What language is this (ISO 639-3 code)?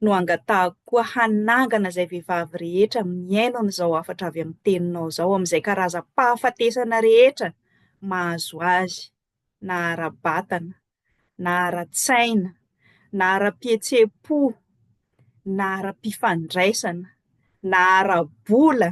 mlg